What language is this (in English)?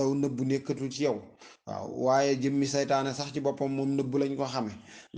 Wolof